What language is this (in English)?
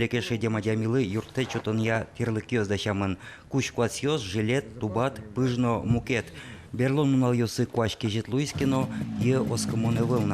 Udmurt